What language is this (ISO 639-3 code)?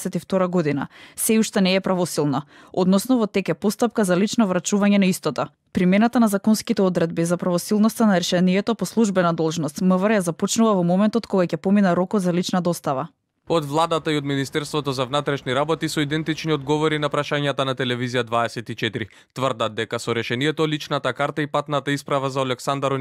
mkd